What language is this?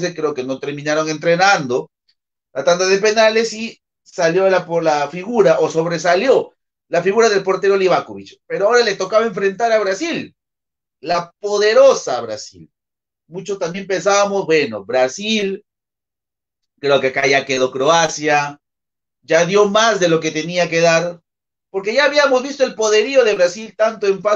Spanish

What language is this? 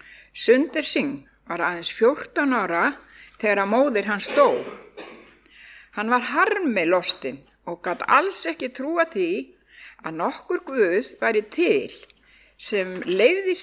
Icelandic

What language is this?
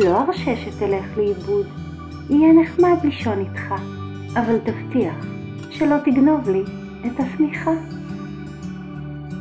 Hebrew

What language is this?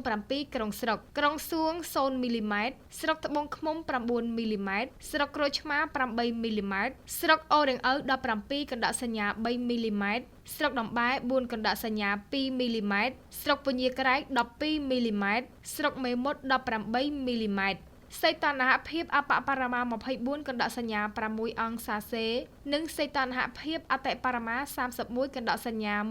Khmer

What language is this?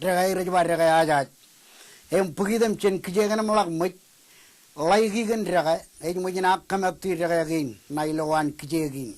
Marshallese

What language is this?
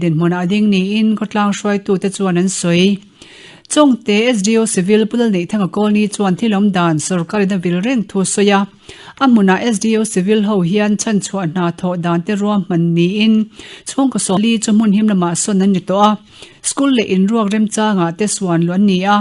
Mizo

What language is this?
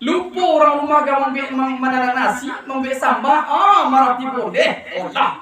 Minangkabau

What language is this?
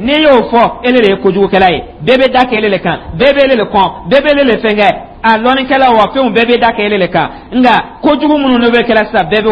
Dyula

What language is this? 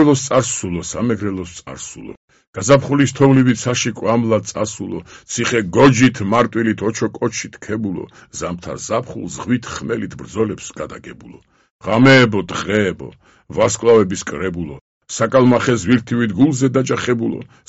Georgian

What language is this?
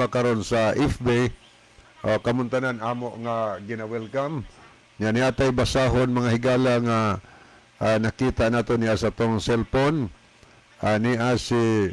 Cebuano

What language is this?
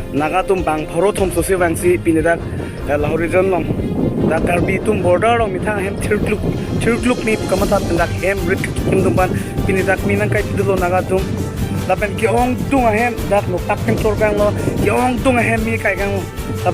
Karbi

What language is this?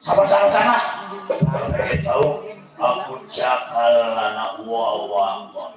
Betawi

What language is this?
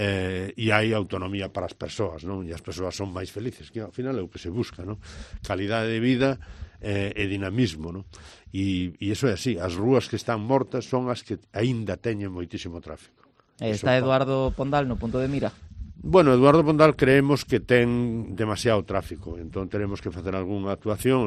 Galician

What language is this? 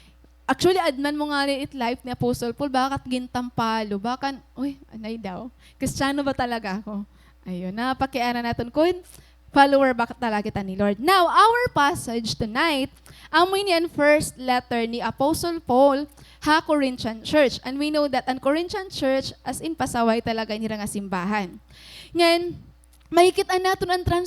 Waray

